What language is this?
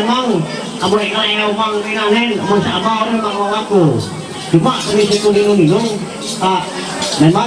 Ma'anyan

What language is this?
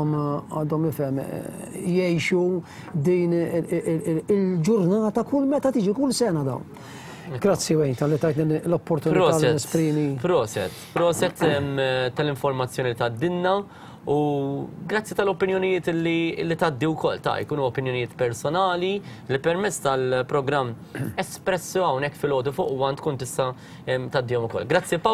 Maltese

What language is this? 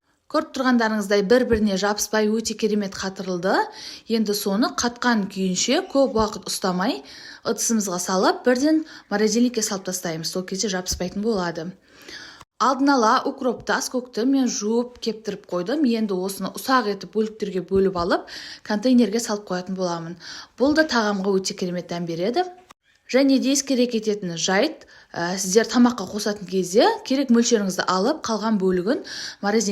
Kazakh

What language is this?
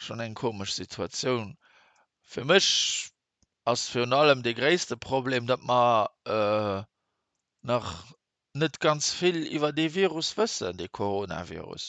Luxembourgish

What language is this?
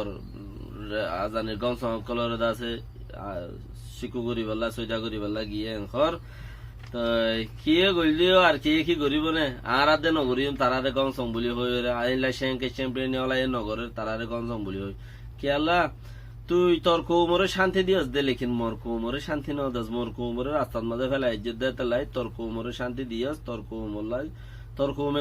Rohingya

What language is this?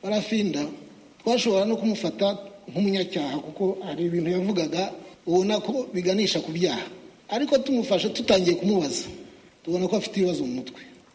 Kinyarwanda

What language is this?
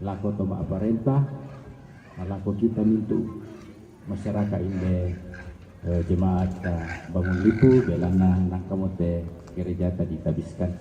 Toraja-Sa'dan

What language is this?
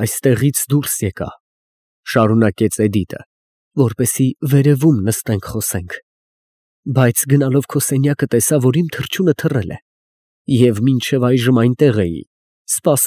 Armenian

